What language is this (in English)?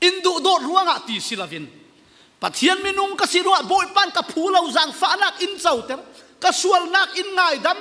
Falam Chin